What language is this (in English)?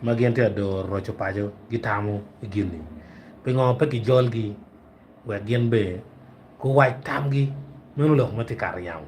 Acoli